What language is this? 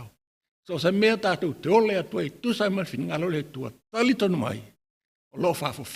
Samoan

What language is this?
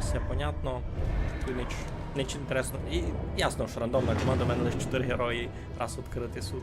Rusyn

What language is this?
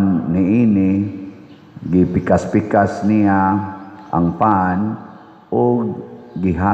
Cebuano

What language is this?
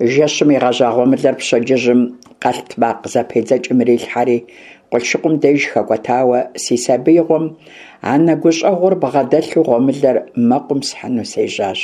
Kabardian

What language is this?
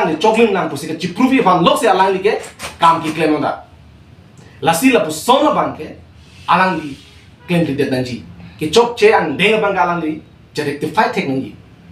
Karbi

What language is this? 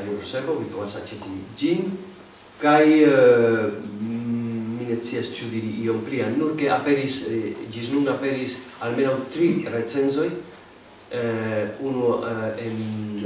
Esperanto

